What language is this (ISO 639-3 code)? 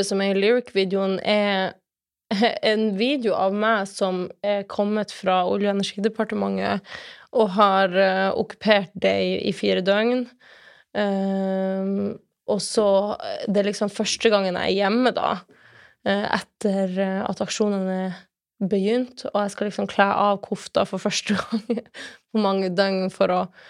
nor